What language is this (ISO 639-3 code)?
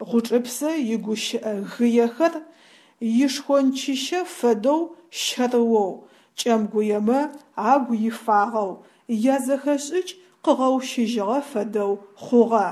ady